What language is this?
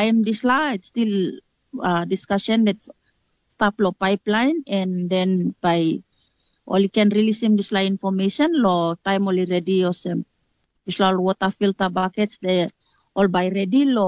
Tok Pisin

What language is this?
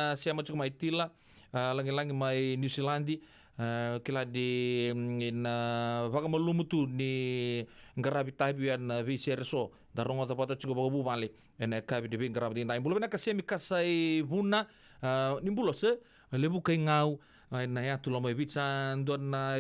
Fijian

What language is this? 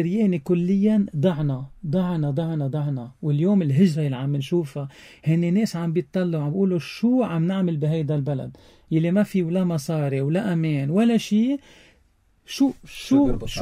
North Levantine Arabic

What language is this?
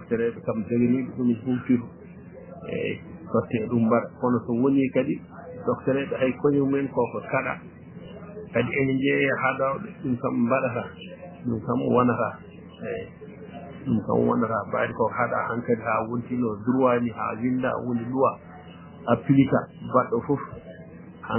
Fula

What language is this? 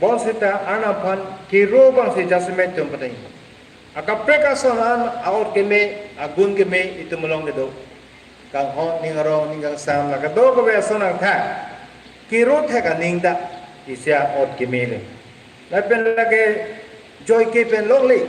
Karbi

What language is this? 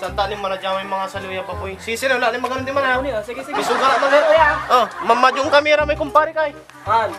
Pangasinan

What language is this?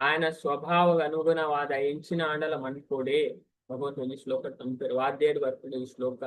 Tulu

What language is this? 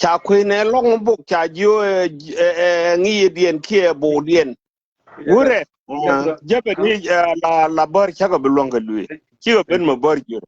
Nuer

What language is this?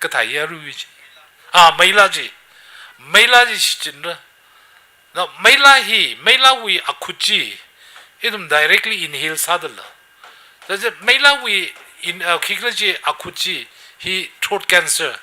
Tangkhul Naga (India)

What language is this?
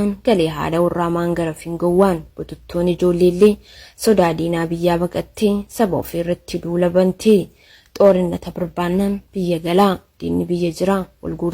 Oromo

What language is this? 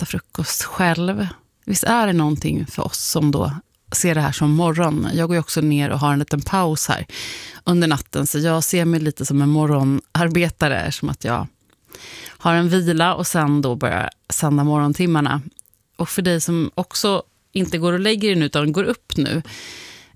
Swedish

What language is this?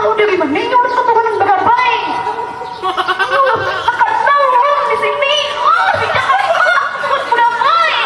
Banjar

